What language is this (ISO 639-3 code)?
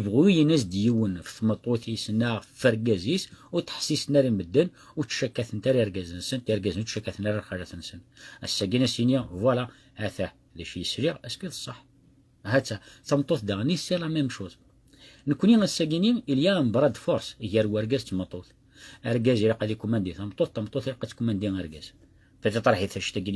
kab